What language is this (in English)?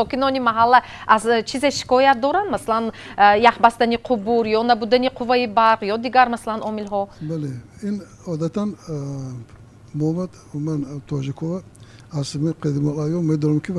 Tajik